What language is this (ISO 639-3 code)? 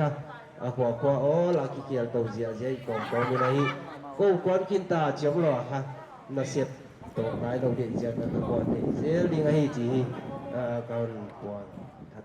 pck